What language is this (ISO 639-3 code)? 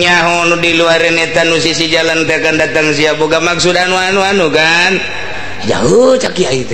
sun